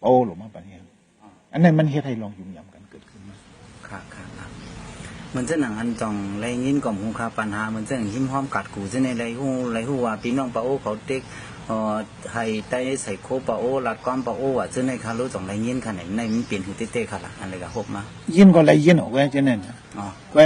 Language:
Shan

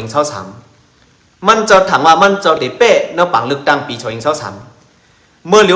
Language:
Shan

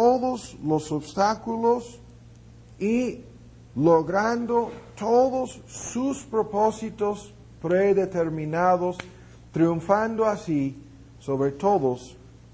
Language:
Spanish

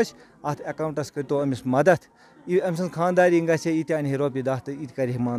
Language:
Kashmiri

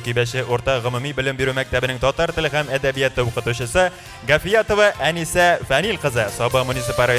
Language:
Tatar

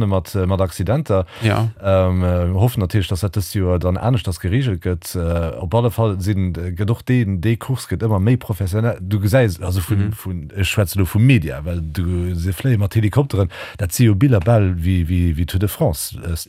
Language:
Luxembourgish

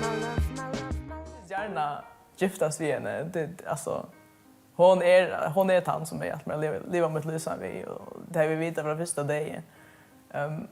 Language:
Faroese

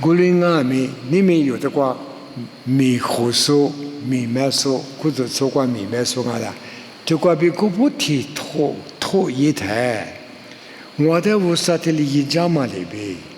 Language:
Lisu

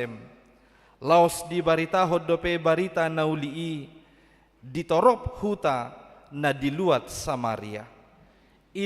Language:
Batak Toba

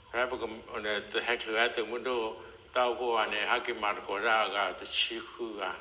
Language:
S'gaw Karen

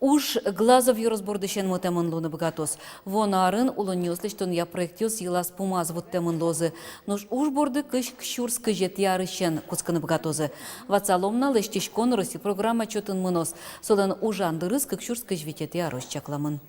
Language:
Udmurt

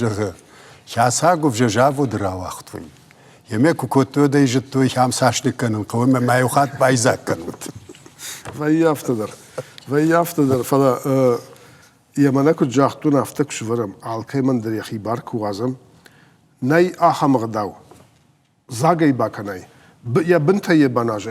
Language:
Ossetic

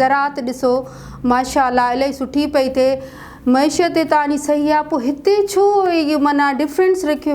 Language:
Sindhi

